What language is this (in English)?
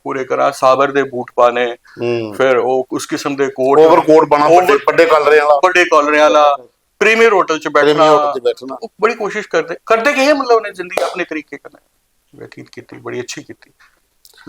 Dogri